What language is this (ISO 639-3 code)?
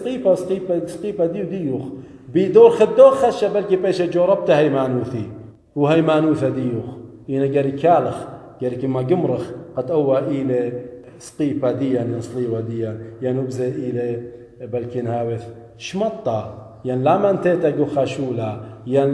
aii